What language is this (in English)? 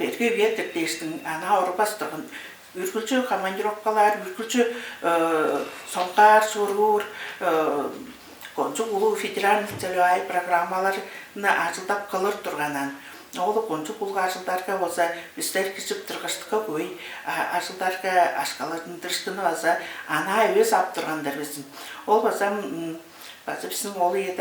Tuvinian